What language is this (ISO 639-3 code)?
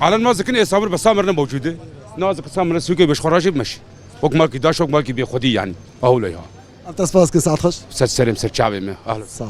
kur